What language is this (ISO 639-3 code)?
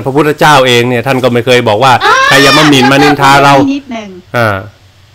tha